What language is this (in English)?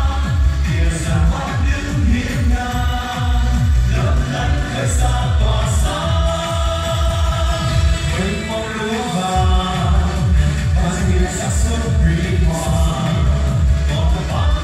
Vietnamese